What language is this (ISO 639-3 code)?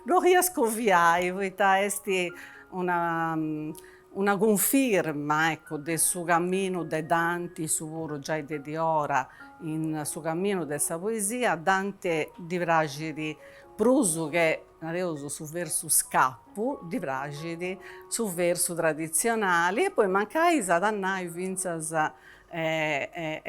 srd